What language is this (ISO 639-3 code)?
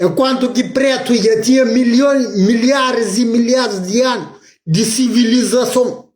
kea